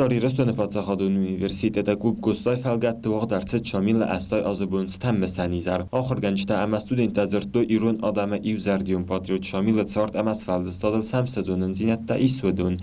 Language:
Ossetic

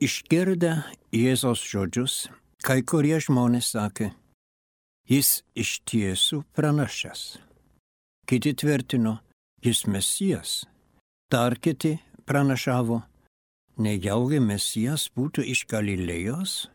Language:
Lithuanian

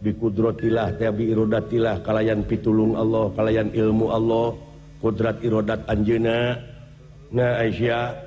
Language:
Sundanese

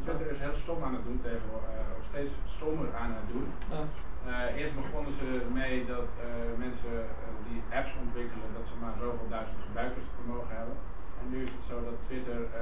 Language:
Dutch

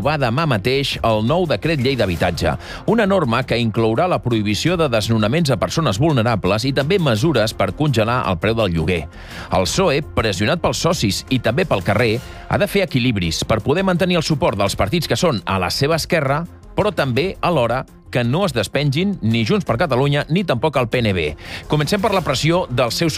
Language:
Catalan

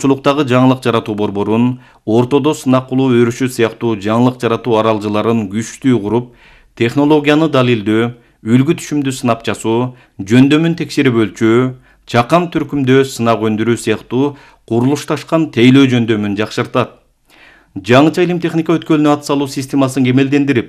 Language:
Kyrgyz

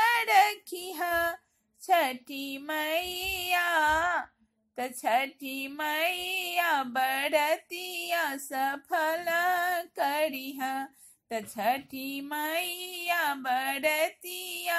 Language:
Bhojpuri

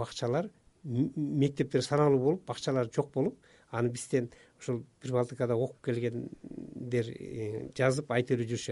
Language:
Kyrgyz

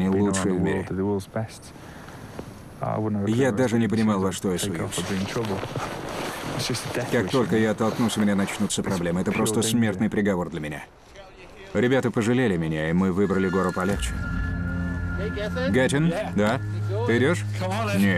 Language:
Russian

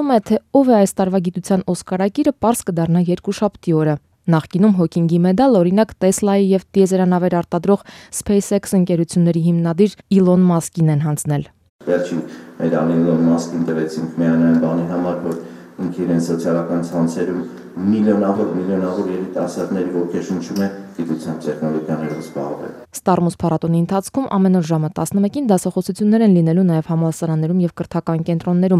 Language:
Armenian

